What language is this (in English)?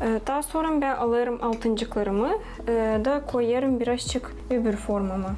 Gagauz